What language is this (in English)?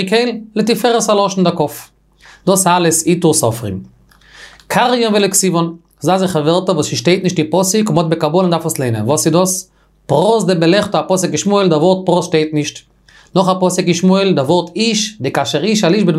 Yiddish